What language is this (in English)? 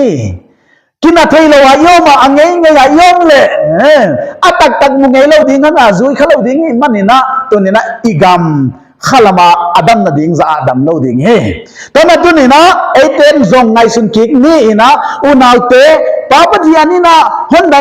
Paite Chin